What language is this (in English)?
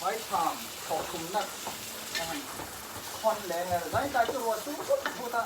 Mizo